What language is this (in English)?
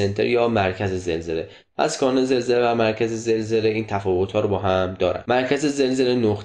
Persian